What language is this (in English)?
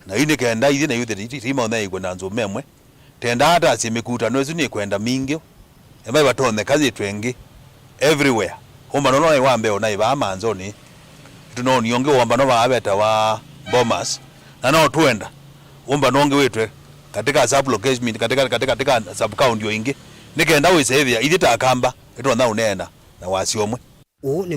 Kamba